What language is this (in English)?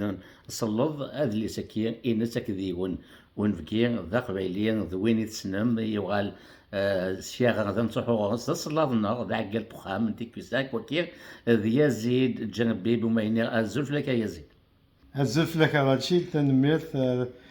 Kabyle